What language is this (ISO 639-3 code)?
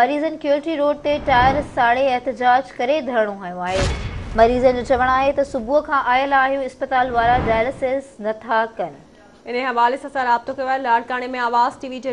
snd